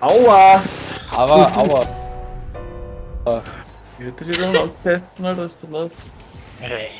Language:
Bavarian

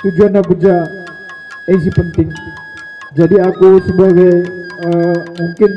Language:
Batak Karo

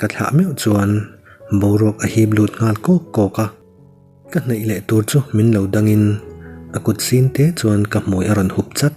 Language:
Mizo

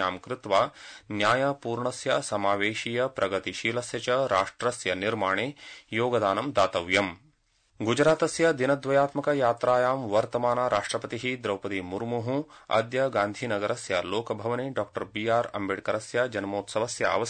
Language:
Sanskrit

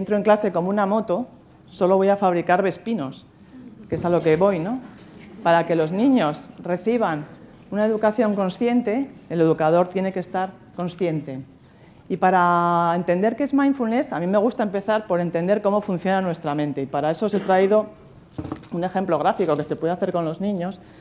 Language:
Spanish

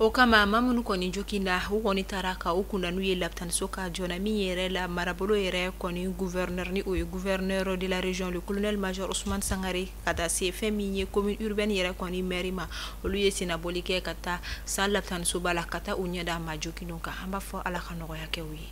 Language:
Bambara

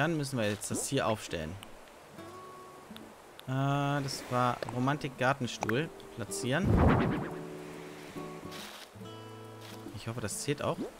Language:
German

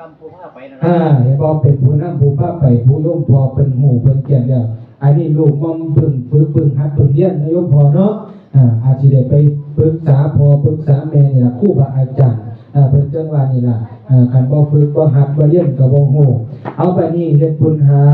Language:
Northeastern Thai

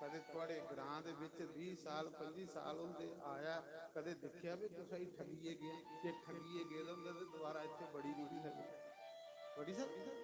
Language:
Dogri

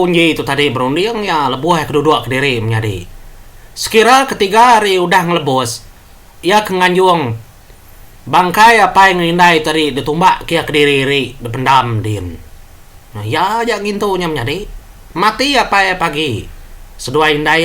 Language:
Iban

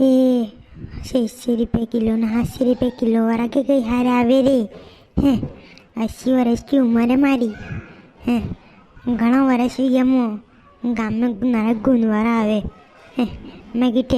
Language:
Rajasthani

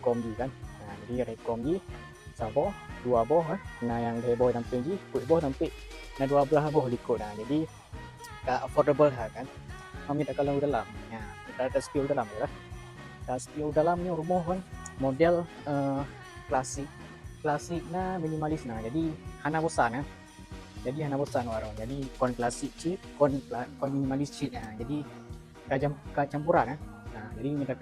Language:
Achinese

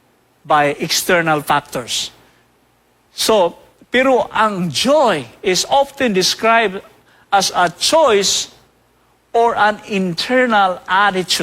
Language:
Cebuano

